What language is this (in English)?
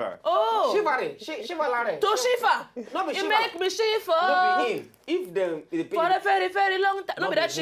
Nigerian Pidgin